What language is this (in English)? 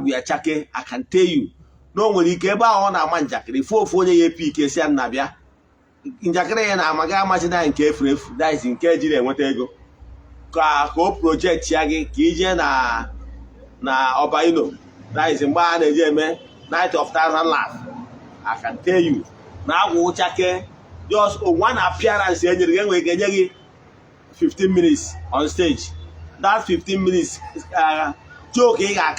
Igbo